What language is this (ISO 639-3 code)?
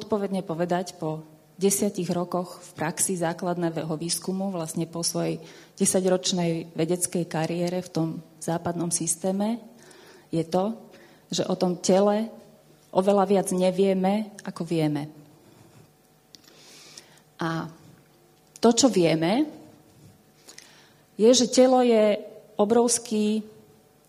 slk